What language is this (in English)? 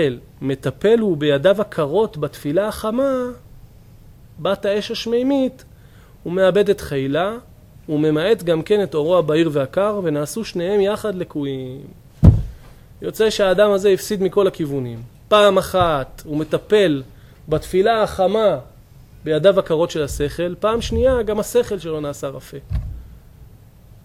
Hebrew